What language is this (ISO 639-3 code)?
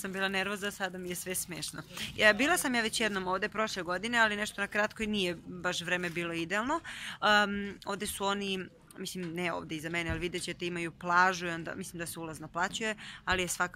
srp